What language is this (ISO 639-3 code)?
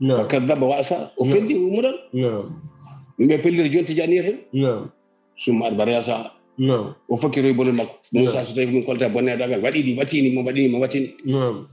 ful